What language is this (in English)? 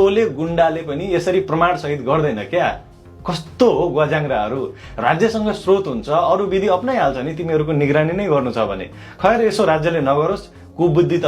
Nepali